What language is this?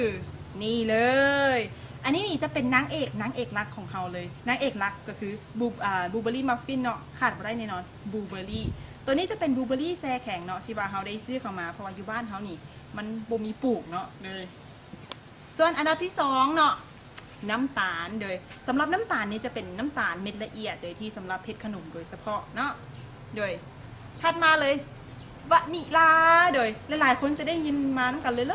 Lao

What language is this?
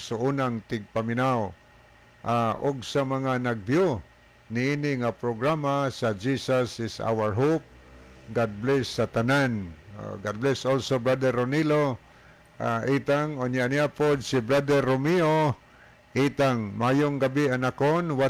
Cebuano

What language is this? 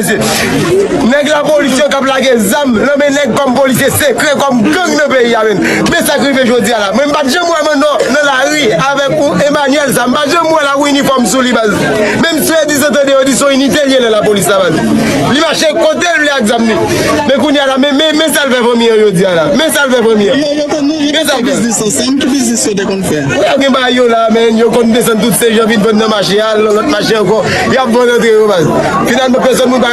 Haitian Creole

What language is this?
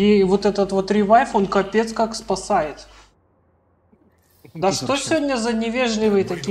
Russian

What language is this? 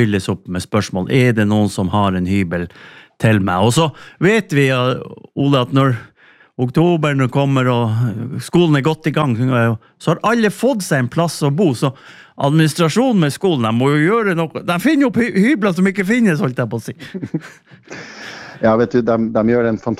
Norwegian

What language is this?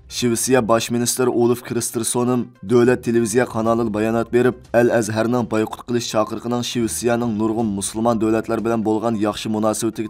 Uyghur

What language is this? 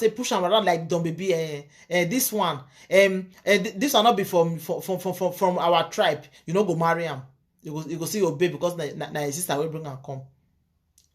Nigerian Pidgin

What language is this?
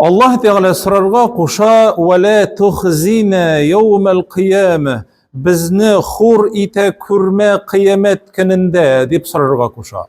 Tatar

